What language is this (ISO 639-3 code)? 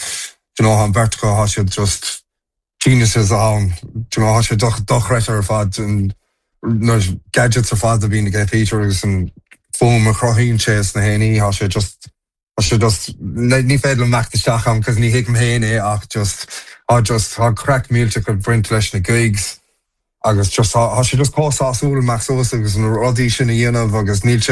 gle